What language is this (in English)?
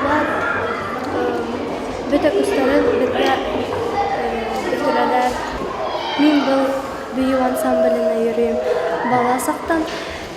Bashkir